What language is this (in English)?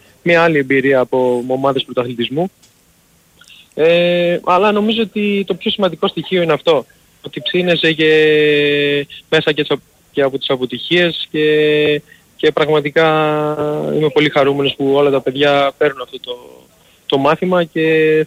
Greek